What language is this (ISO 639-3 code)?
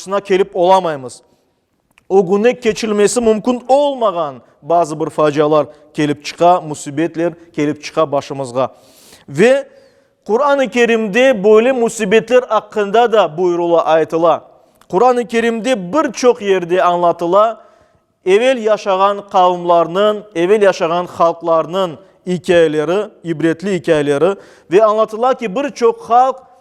crh